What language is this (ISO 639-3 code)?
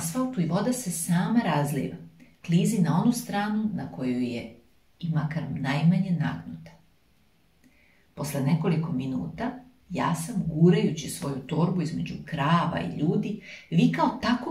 srp